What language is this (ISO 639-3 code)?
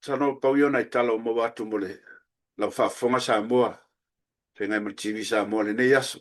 smo